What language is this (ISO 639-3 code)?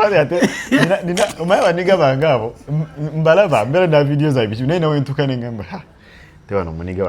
lug